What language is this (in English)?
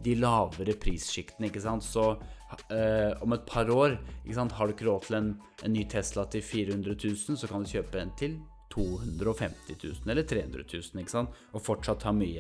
Norwegian